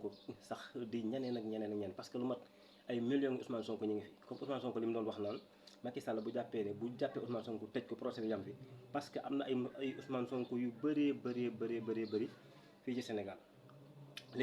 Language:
Wolof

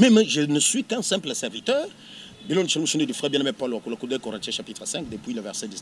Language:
Luba-Lulua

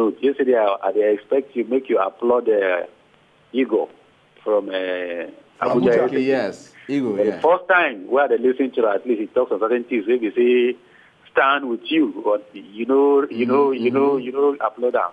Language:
Nigerian Pidgin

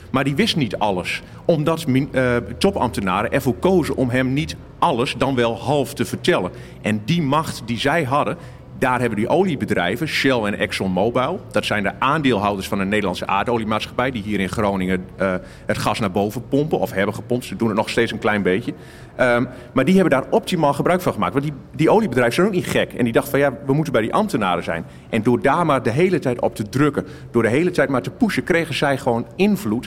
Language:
Dutch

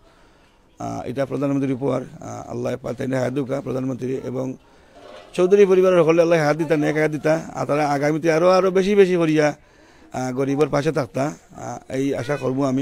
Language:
Sylheti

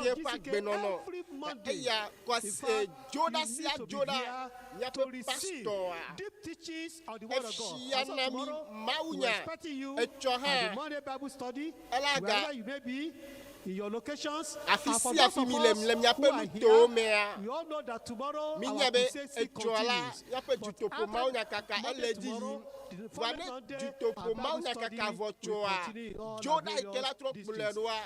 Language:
Ewe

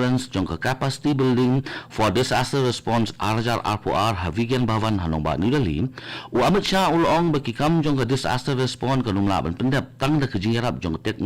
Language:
Khasi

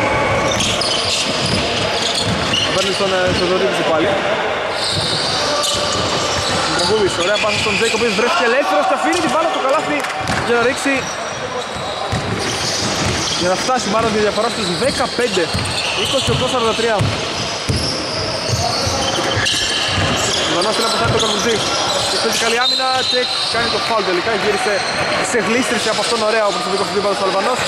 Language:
Greek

